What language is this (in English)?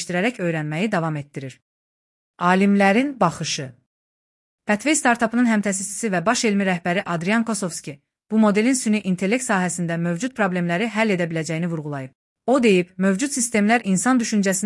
Azerbaijani